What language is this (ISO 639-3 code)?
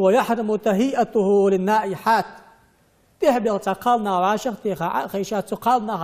inh